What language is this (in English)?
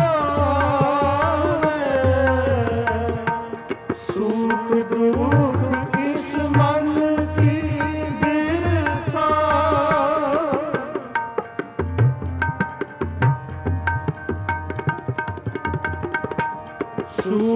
Punjabi